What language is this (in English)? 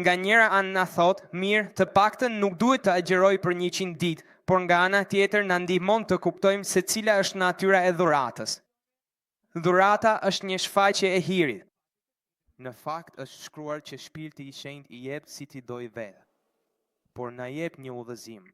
Albanian